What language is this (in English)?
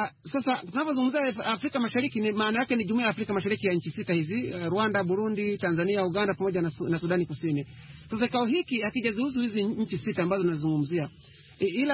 Swahili